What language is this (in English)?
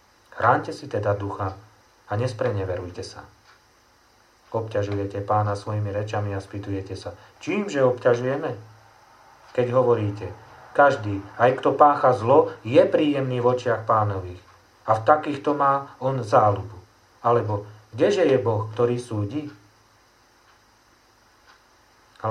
Slovak